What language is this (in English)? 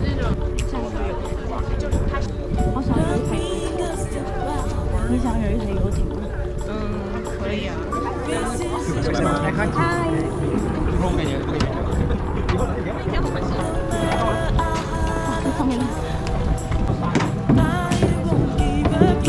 Chinese